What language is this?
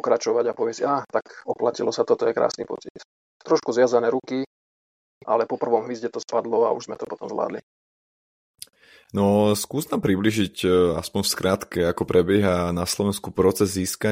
Slovak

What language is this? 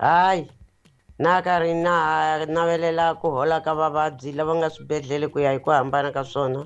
Tsonga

